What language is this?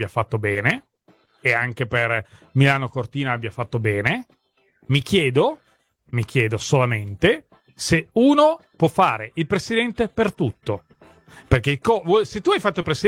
Italian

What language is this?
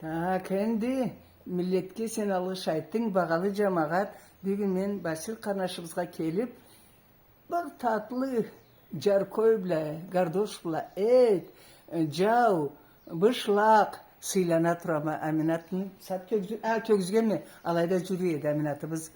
Karachay-Balkar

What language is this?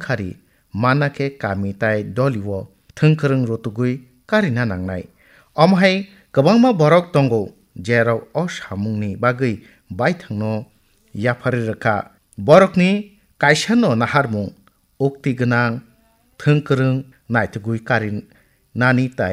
Kok Borok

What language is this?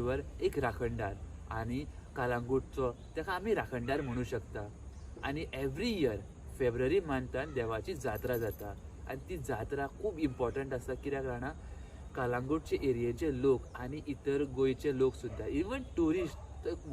Konkani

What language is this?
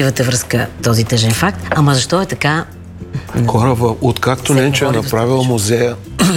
Bulgarian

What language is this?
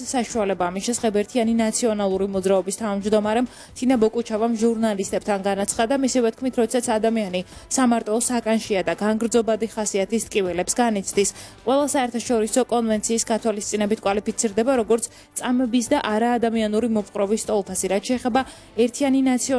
Georgian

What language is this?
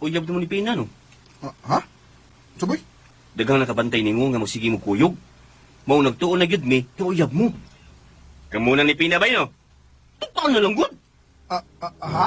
Cebuano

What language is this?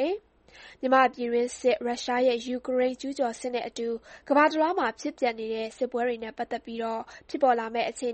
Burmese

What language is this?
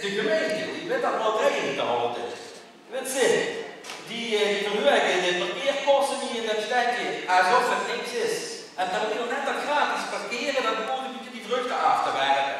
Limburgish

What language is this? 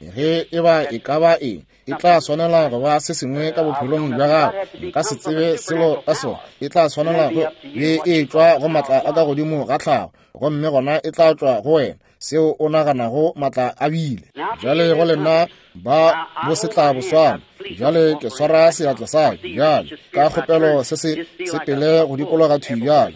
Northern Sotho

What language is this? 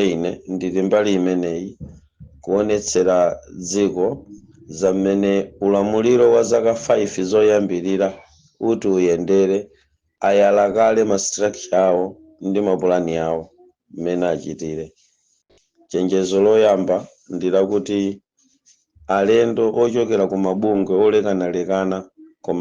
Nyanja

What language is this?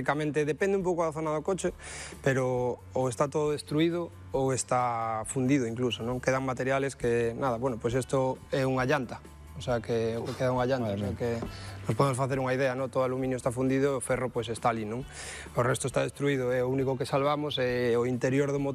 Galician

